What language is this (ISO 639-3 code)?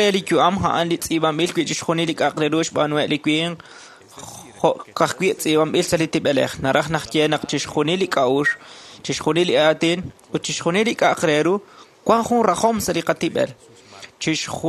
kek